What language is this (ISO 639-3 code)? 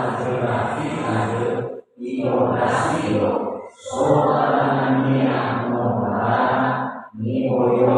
nia